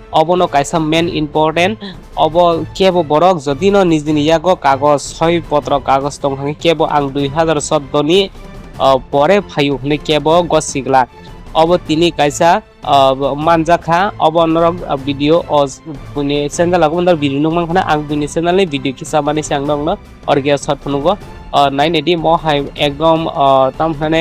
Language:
Kok Borok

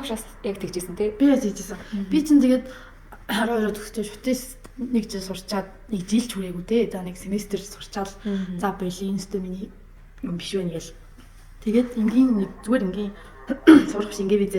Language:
Mongolian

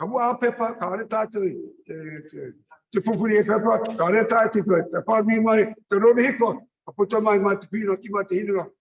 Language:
Māori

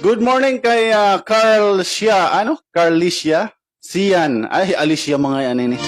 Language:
Waray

